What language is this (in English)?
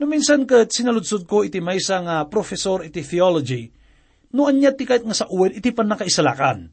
Iloko